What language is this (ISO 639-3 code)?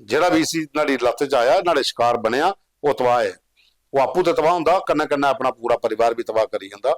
doi